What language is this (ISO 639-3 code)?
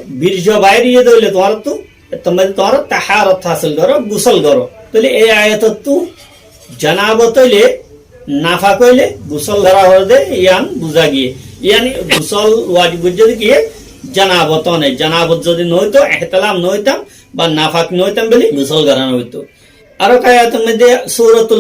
rhg